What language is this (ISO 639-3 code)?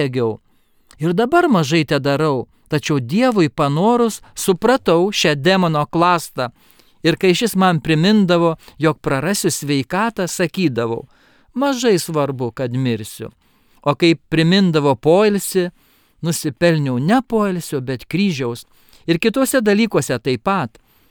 lit